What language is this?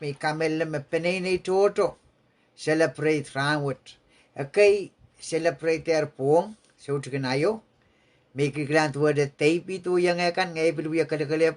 Pohnpeian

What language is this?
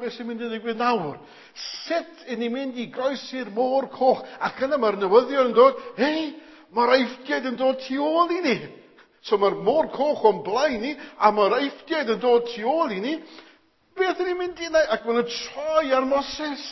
Welsh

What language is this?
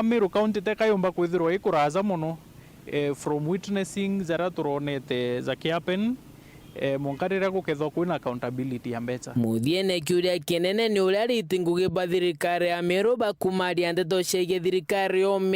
Meru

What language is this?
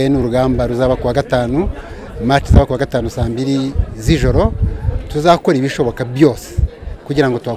Kinyarwanda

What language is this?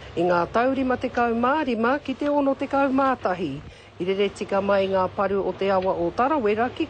Māori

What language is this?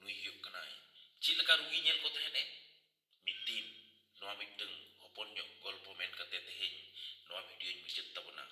Santali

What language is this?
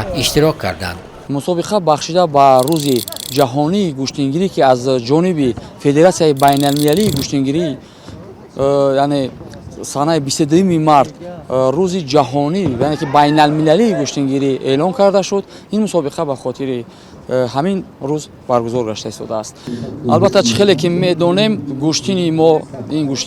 Tajik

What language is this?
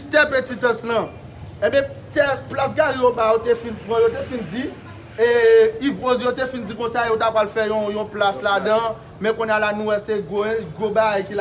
Haitian Creole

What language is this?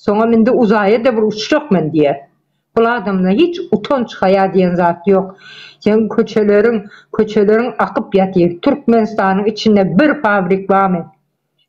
Turkmen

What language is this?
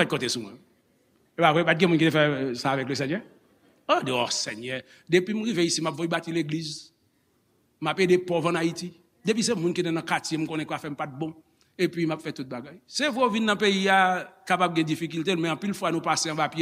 Haitian Creole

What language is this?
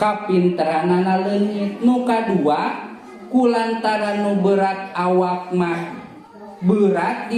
Sundanese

